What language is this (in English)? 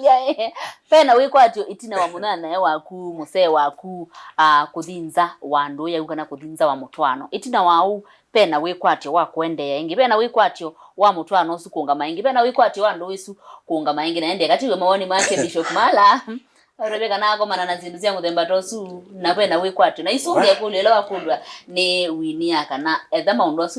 Kamba